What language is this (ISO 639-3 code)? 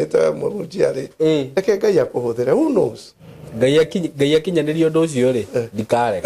kik